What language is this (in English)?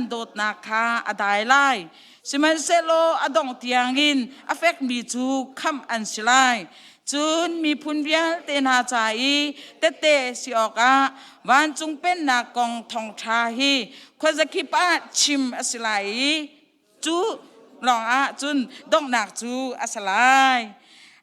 Hakha Chin